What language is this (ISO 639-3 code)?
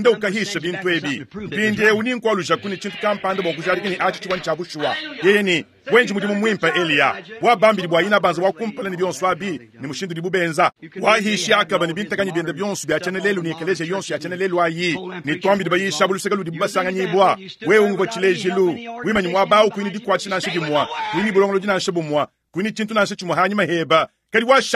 lua